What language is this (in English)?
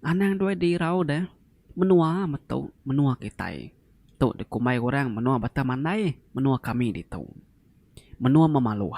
Iban